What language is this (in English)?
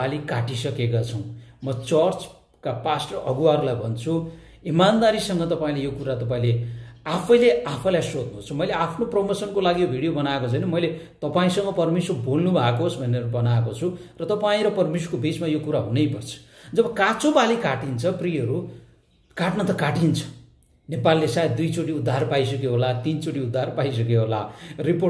Nepali